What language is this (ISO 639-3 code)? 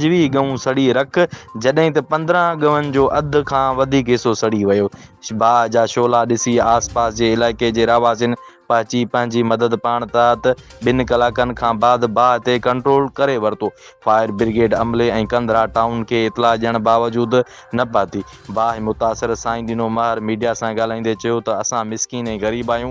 snd